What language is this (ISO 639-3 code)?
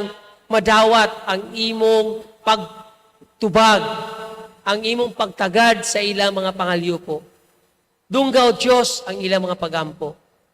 ceb